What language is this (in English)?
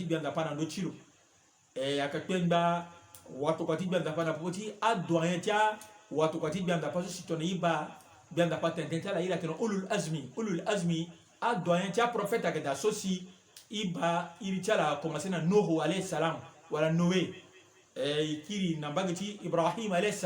Sango